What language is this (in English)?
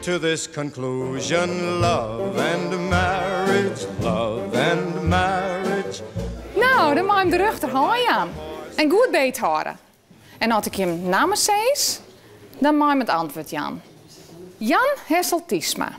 Western Frisian